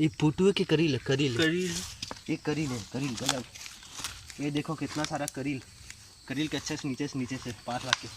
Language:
Chhattisgarhi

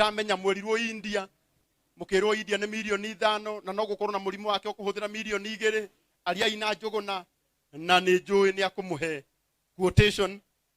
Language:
Kikuyu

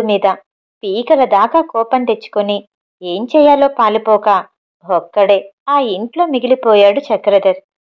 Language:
Telugu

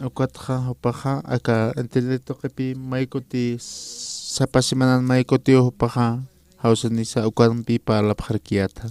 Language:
Aymara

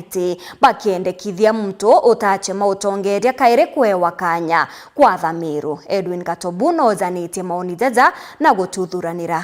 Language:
Meru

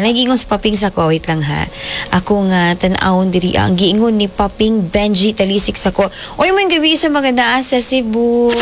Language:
Cebuano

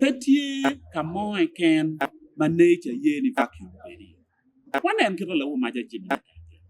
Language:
Acoli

